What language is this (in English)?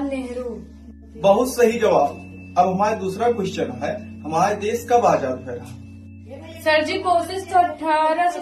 Awadhi